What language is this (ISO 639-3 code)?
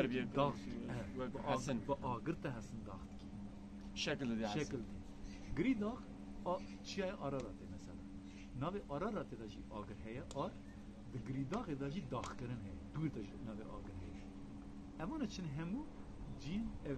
kur